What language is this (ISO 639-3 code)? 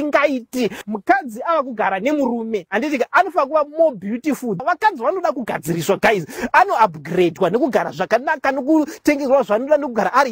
sna